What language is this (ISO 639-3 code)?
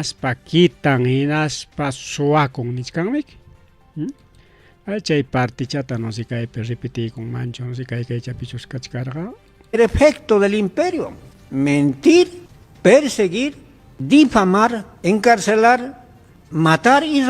quy